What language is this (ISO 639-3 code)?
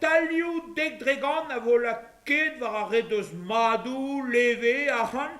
bre